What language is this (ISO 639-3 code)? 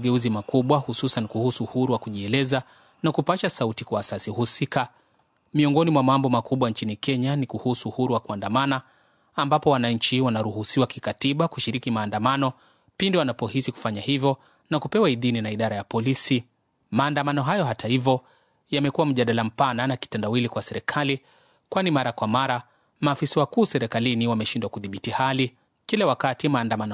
swa